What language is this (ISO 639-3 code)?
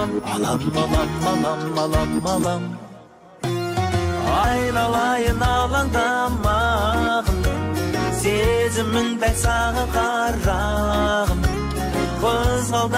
kaz